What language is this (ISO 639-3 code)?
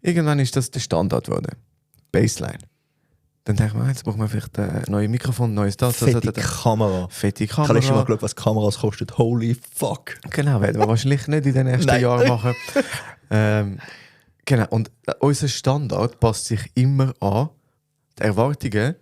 gsw